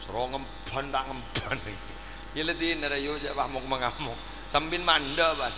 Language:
Madurese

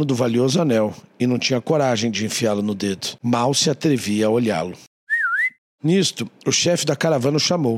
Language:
Portuguese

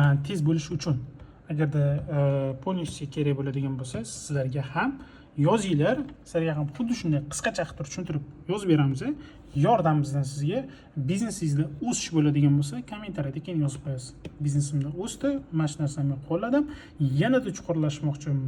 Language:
Uzbek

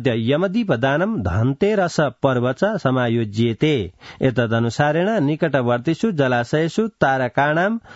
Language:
Sanskrit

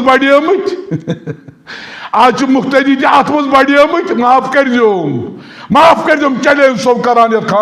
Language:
Kashmiri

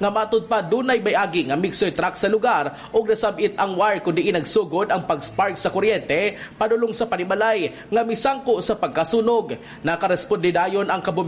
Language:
Cebuano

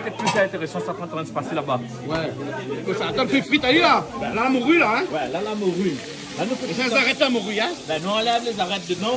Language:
Réunion Creole French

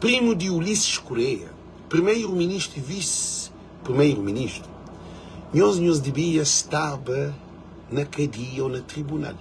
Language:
Kabuverdianu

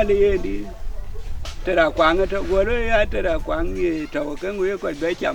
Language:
Dinka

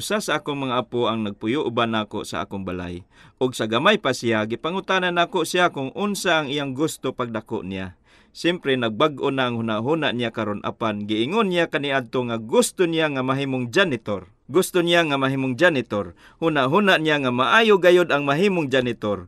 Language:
Cebuano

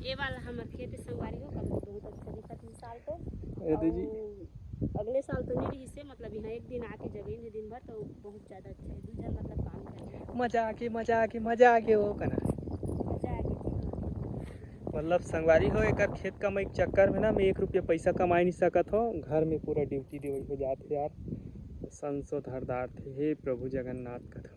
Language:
Chhattisgarhi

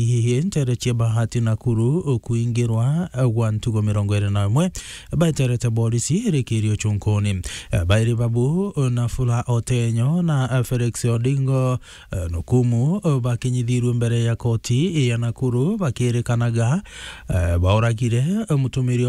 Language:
Meru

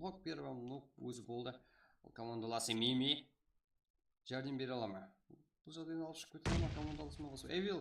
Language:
Kara-Kalpak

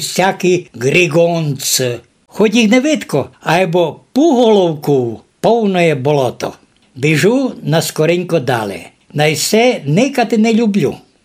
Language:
Rusyn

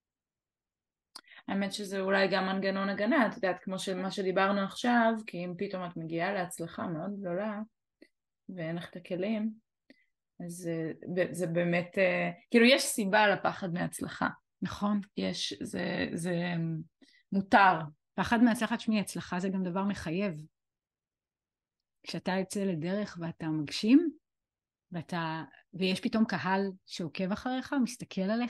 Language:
Hebrew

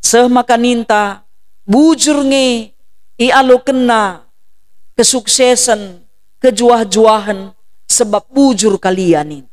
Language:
Batak Karo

